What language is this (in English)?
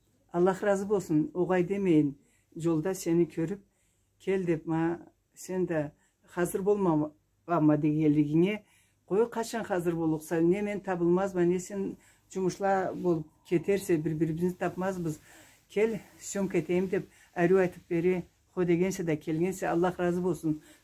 Karachay-Balkar